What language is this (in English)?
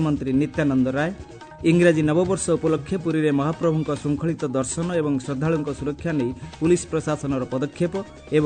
Odia